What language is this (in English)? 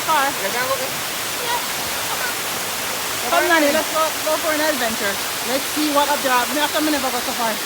Jamaican Creole English